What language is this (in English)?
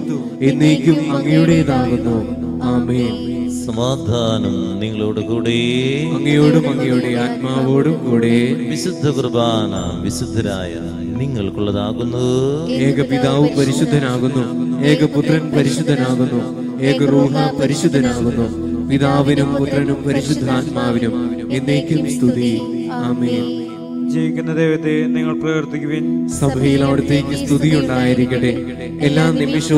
Malayalam